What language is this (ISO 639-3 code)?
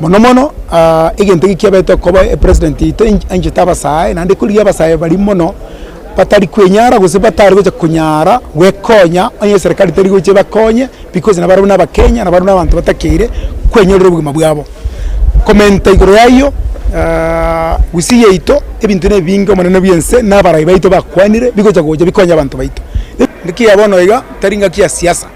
guz